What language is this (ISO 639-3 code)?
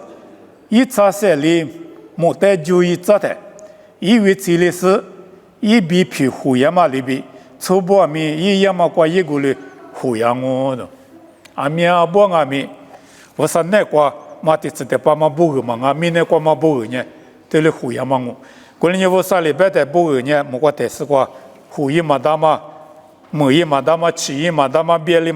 lis